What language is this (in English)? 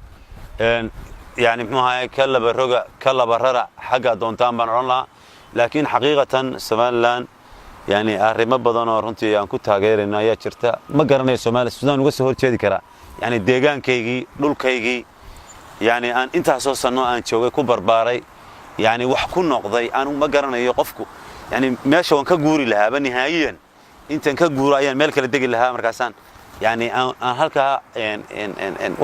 Somali